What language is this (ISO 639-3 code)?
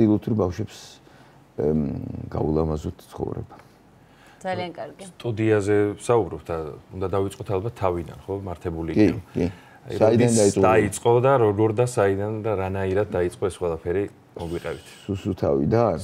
kat